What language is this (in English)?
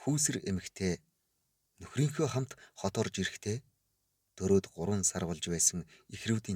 Mongolian